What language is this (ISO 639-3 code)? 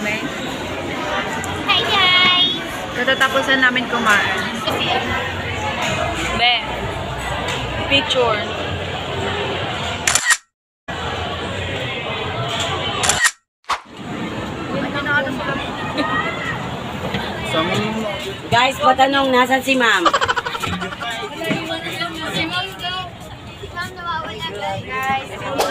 fil